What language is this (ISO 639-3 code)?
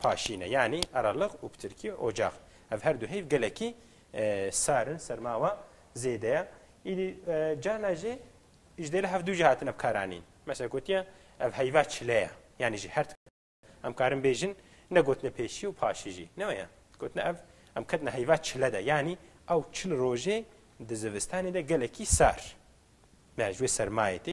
kur